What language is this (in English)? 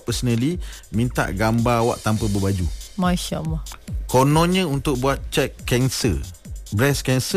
Malay